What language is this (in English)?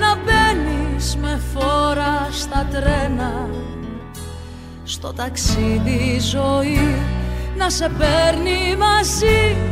Greek